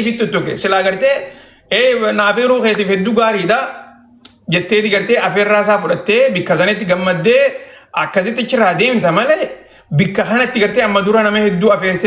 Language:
Oromo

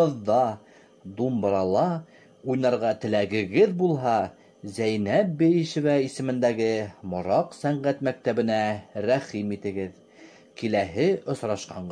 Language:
Bashkir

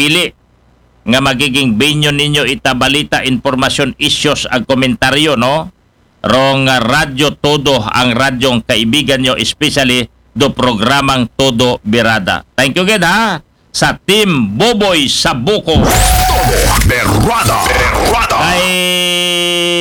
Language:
Filipino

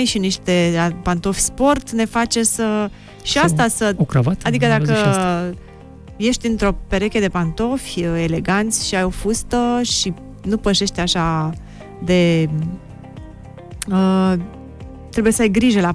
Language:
Romanian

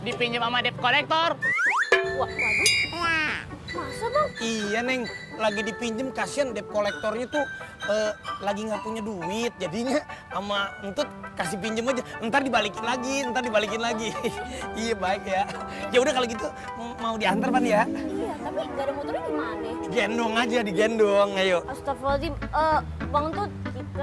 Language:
Betawi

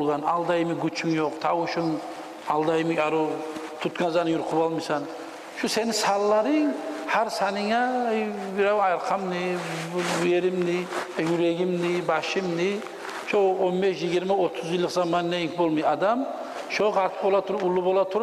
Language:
Kumyk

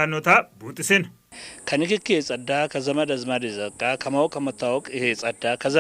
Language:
Sidamo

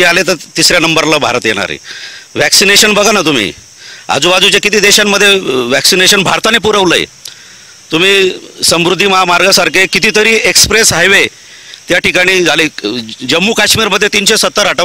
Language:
Marathi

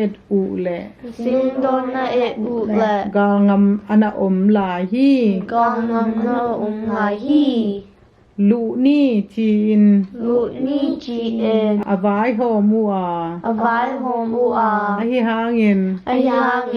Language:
Tedim Chin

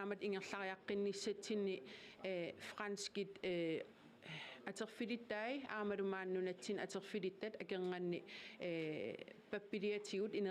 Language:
Kalaallisut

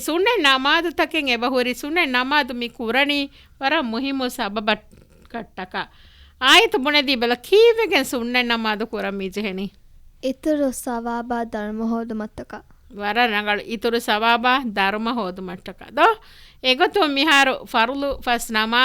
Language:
Divehi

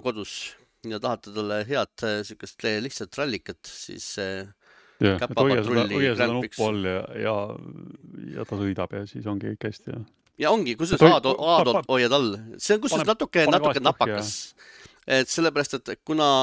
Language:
Estonian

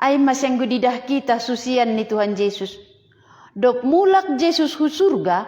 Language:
Batak Simalungun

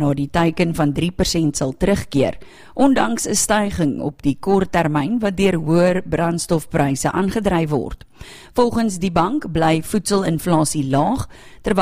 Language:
Afrikaans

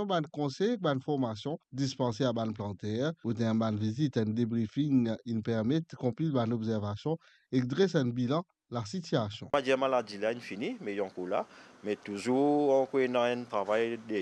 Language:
Morisyen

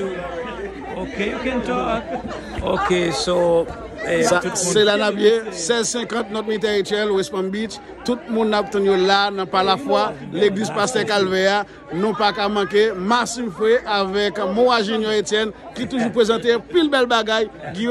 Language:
Haitian Creole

